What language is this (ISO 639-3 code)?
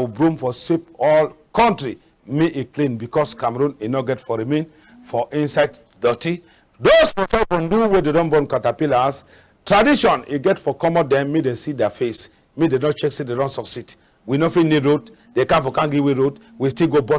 wes